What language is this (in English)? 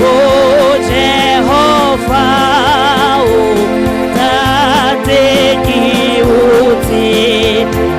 Southern Sotho